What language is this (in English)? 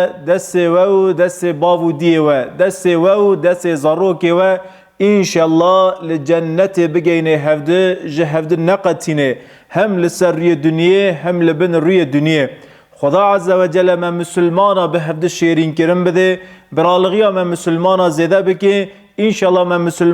Kurdish